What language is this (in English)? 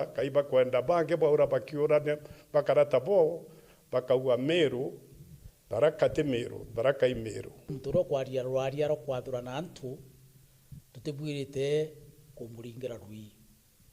Meru